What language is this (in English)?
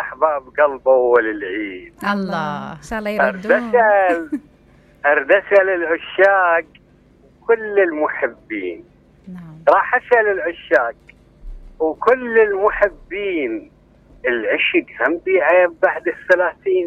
Mesopotamian Arabic